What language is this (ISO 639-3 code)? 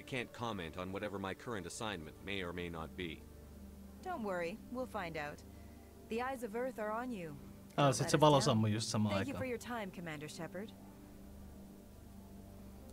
fin